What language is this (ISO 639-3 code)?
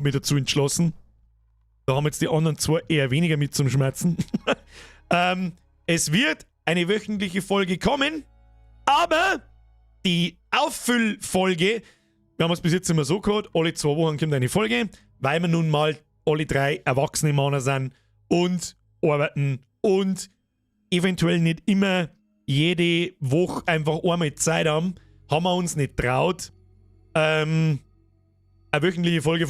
bar